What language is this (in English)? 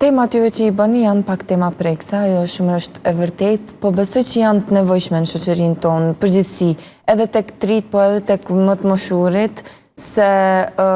Albanian